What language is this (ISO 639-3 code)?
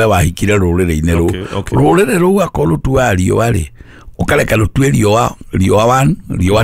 kik